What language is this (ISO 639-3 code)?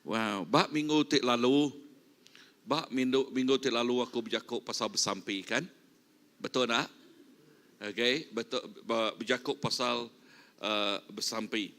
iba